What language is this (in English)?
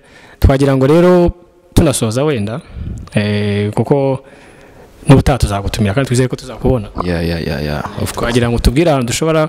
Kinyarwanda